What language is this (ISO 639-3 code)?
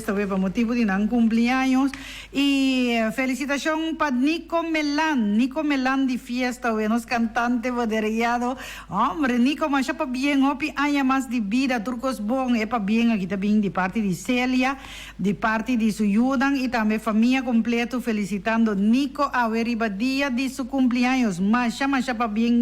pap